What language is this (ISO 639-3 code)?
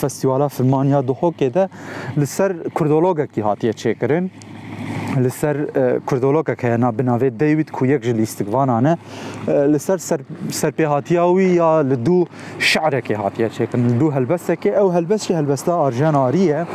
kur